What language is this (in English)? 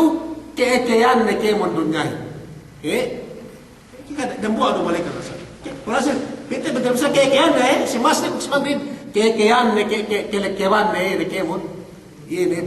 Yakan